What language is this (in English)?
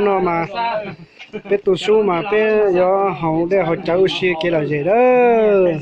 Hmong